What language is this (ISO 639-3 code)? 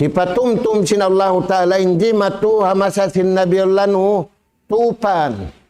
tsg